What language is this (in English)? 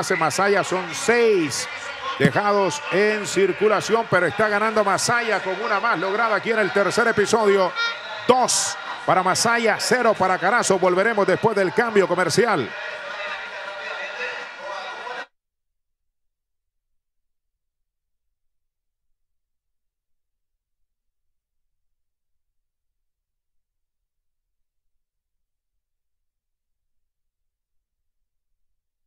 Spanish